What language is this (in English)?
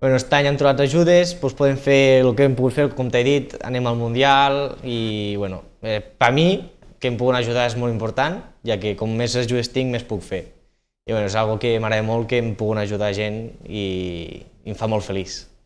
Catalan